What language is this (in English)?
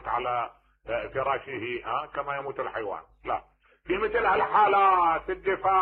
Mesopotamian Arabic